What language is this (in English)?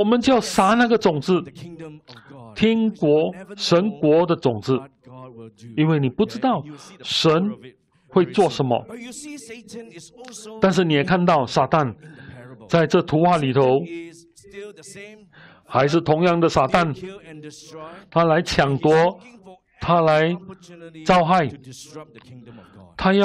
Chinese